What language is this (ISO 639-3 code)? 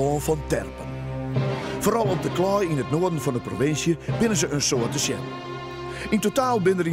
fry